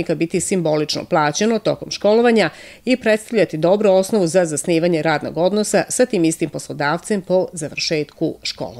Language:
Serbian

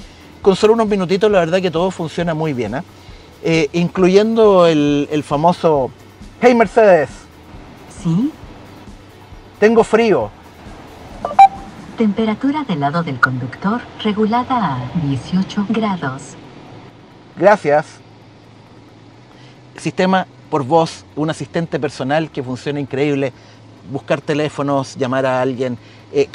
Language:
Spanish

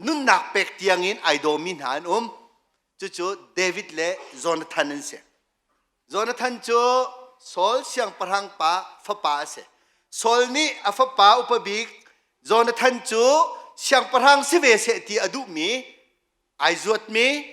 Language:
Hakha Chin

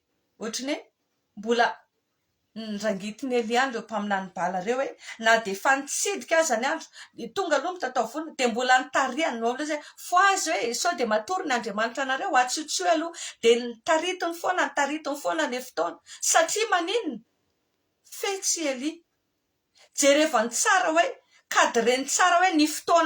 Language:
Malagasy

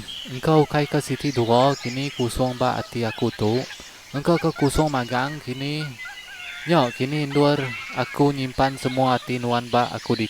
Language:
Iban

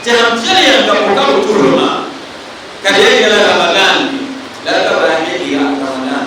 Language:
Dagbani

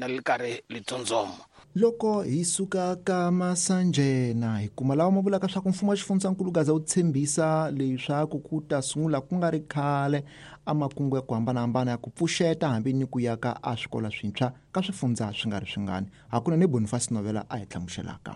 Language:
Tsonga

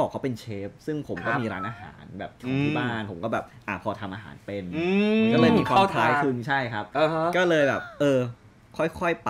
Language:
Thai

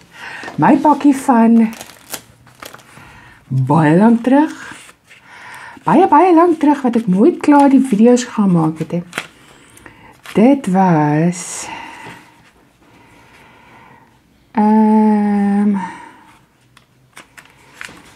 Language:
Afrikaans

